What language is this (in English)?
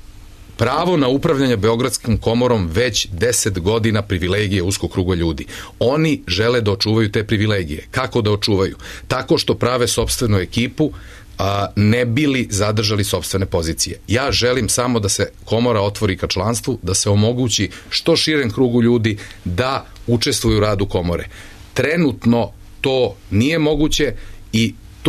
Serbian